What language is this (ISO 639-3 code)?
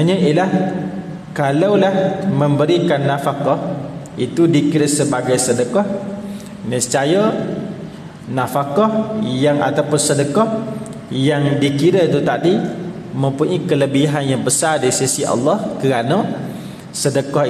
msa